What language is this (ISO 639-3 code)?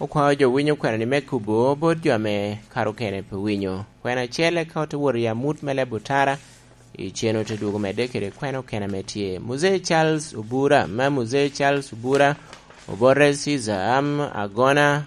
laj